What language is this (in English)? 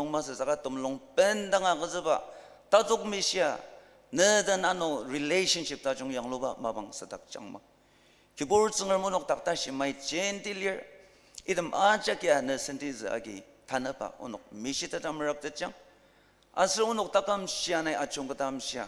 Ao Naga